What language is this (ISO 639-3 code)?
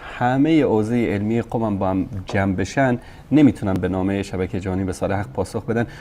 fas